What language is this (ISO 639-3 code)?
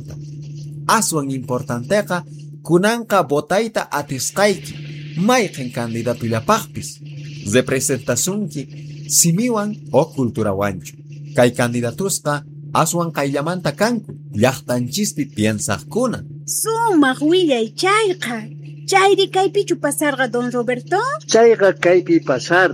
quh